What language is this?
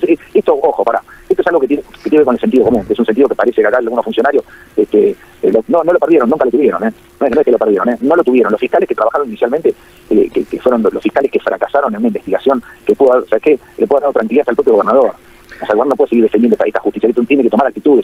Spanish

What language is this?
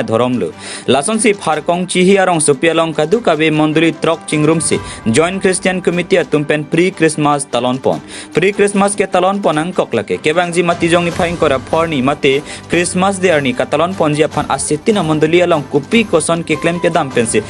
Karbi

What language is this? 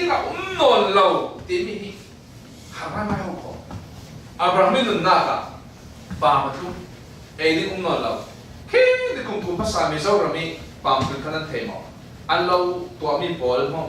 Falam Chin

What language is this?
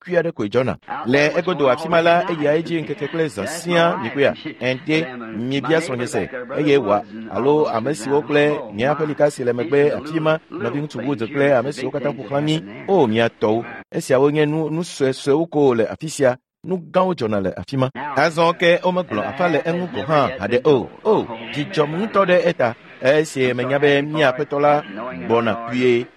Ewe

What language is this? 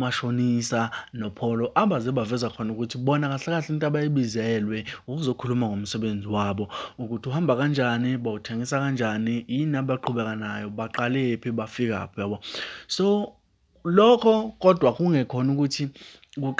Zulu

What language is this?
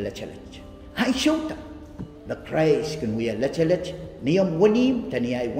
Pohnpeian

